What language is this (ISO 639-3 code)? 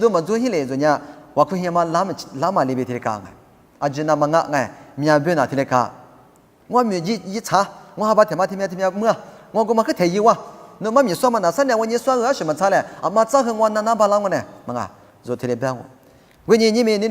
lis